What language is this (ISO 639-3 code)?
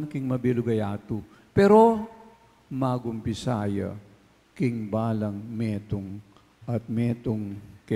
pam